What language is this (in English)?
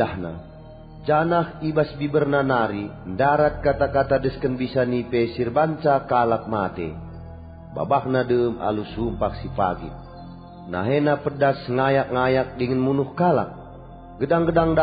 Batak Karo